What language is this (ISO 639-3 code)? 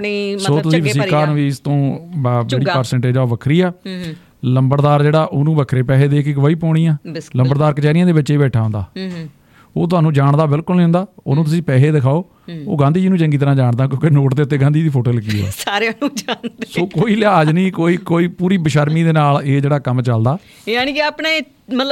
pan